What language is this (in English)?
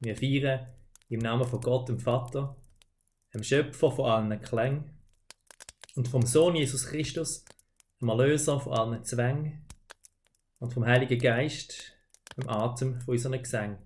Swiss German